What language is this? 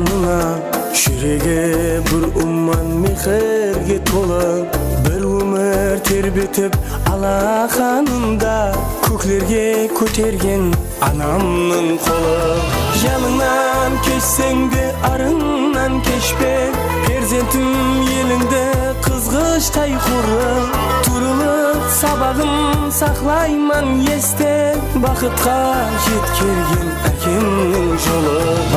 Kara-Kalpak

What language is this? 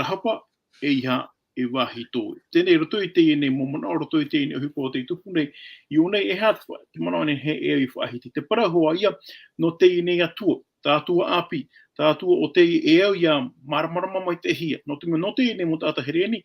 Tahitian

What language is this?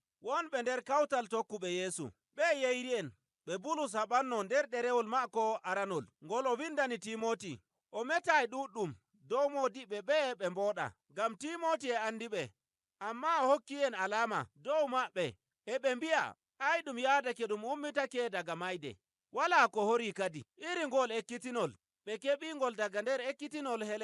Nigerian Fulfulde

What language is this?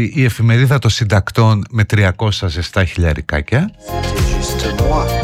Greek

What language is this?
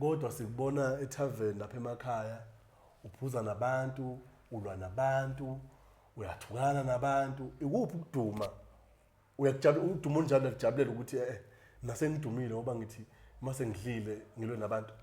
Zulu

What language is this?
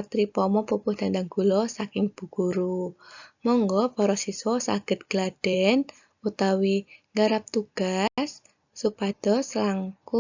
Javanese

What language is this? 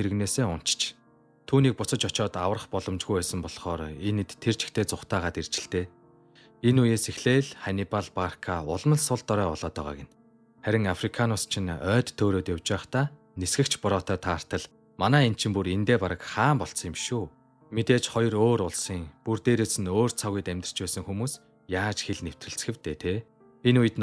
Mongolian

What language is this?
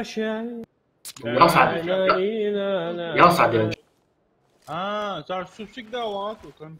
Ingush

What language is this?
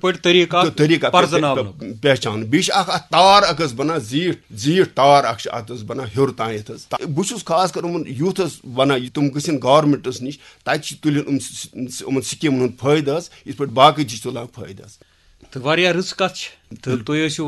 Kashmiri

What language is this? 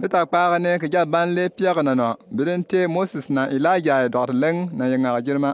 Bimoba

